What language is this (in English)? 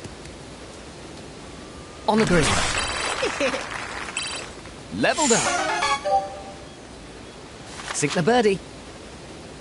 English